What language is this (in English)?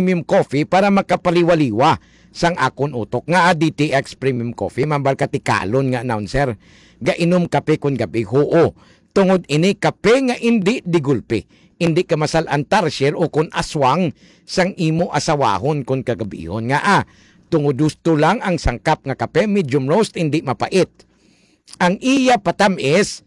Hiligaynon